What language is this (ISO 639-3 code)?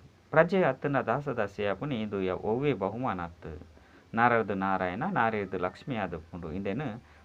tcy